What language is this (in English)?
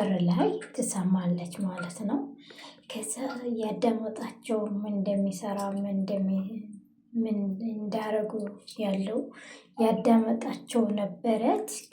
Amharic